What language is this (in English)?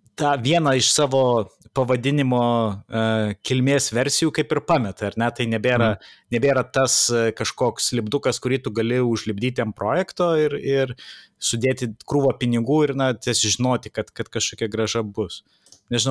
Lithuanian